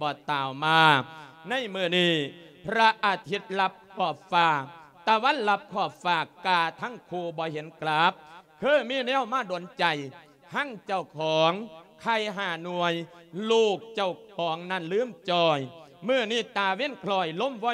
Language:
Lao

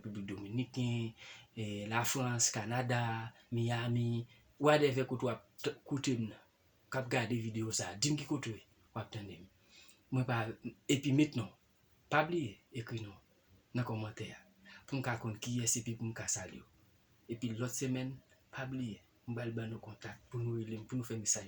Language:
Haitian Creole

